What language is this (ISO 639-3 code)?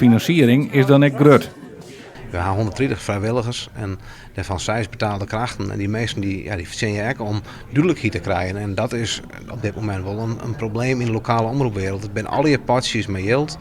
fry